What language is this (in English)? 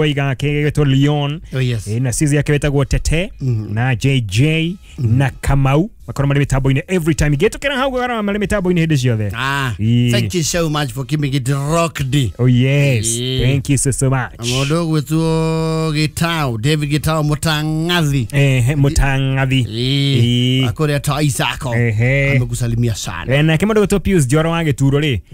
Kikuyu